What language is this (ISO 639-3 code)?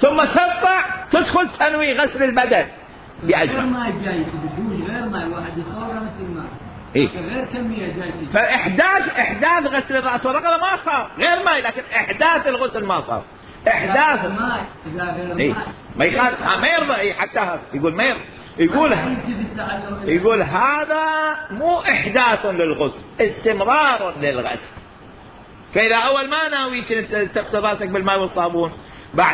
acm